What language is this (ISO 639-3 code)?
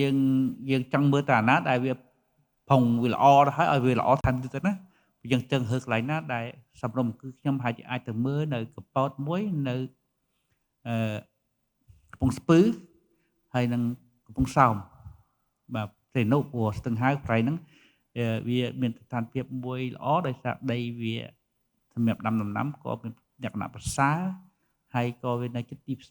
khm